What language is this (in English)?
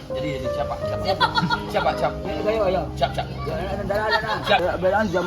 Minangkabau